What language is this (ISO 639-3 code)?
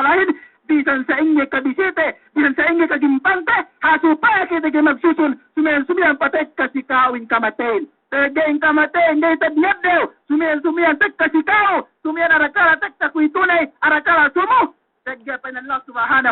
yka